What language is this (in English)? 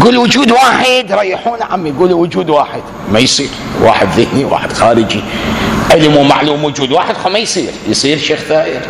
Mesopotamian Arabic